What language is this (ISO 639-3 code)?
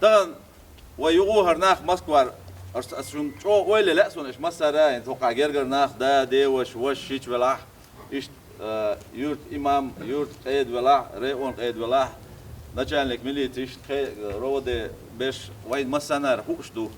che